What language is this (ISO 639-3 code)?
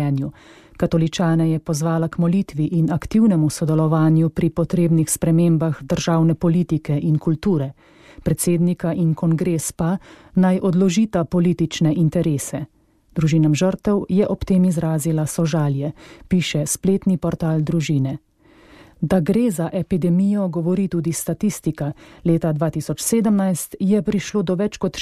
slv